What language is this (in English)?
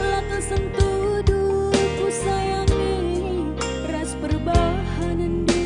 Batak Karo